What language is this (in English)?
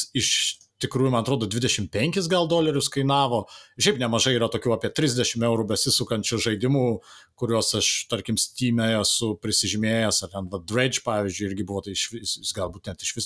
Lithuanian